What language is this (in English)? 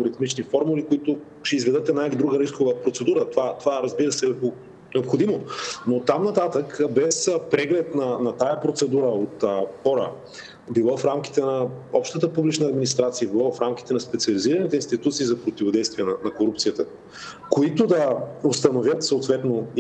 Bulgarian